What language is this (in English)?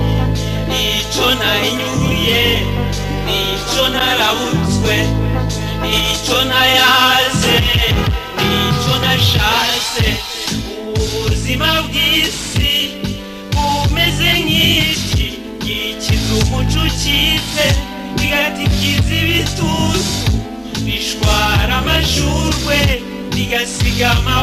Kinyarwanda